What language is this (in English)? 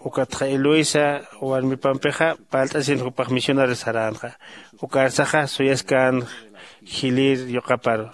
Aymara